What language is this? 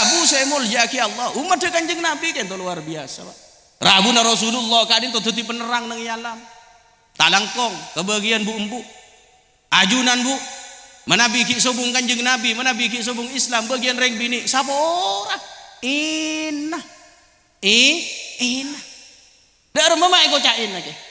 Madurese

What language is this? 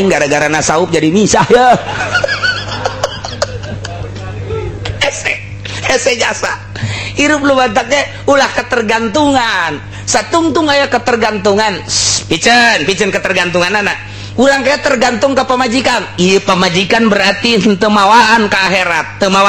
Sundanese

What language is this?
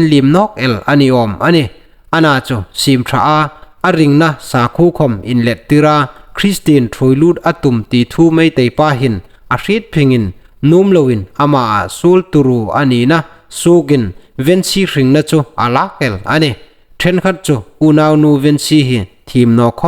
Hmar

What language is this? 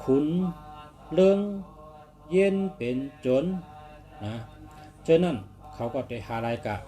Shan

